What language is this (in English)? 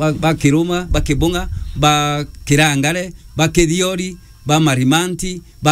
Meru